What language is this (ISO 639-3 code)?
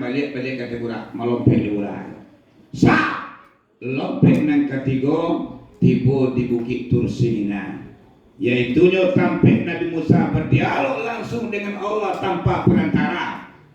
min